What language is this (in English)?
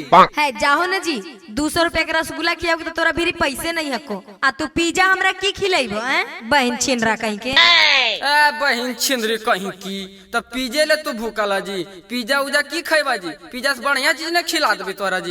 Magahi